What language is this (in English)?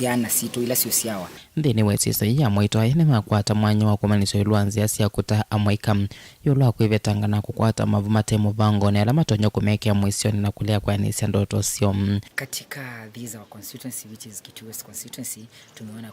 Kamba